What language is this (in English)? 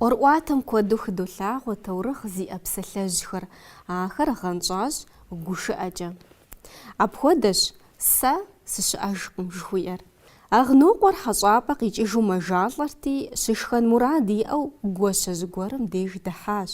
Kabardian